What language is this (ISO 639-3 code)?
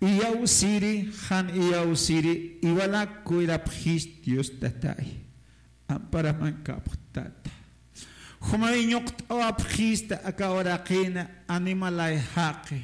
aym